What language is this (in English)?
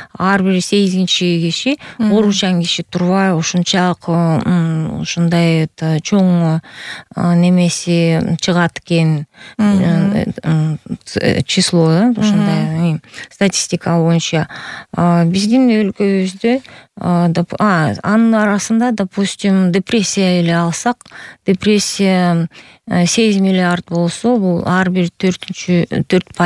Kyrgyz